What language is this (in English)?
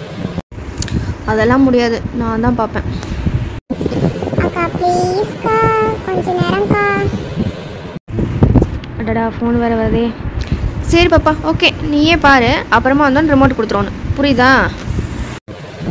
Tamil